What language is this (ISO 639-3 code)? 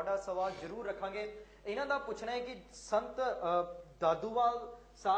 pan